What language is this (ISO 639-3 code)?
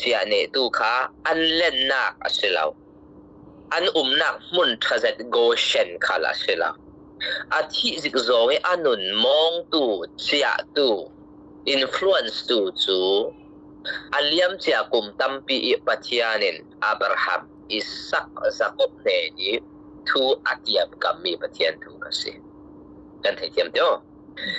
cfm